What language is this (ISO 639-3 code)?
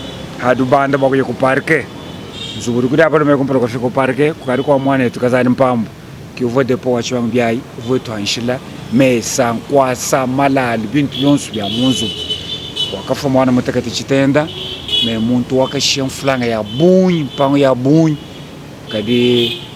lua